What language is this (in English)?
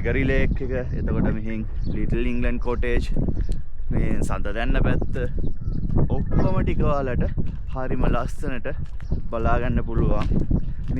Sinhala